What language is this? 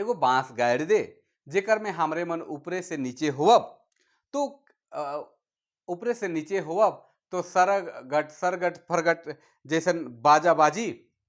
Sadri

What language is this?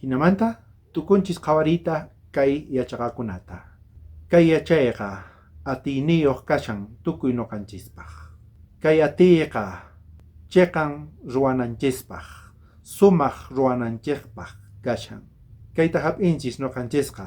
South Bolivian Quechua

